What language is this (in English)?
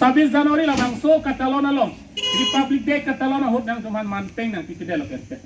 Karbi